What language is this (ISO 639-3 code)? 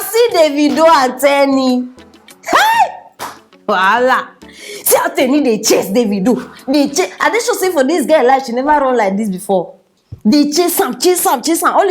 pcm